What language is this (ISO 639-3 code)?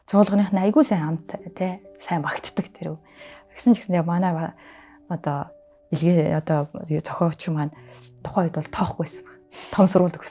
mon